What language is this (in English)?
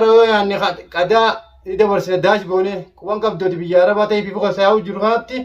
Oromo